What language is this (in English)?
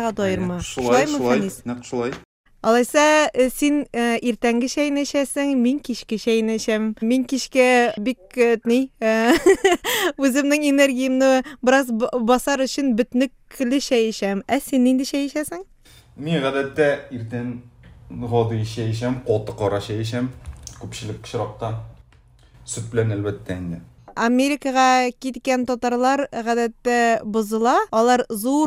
Tatar